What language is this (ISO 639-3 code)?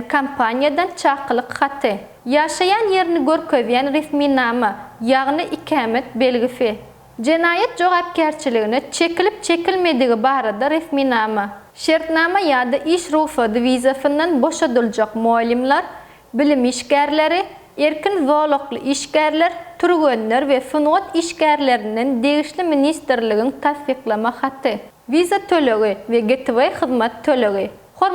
tuk